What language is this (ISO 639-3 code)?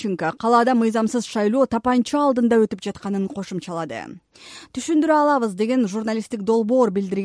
kir